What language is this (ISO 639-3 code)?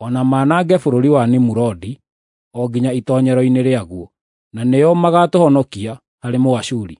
kik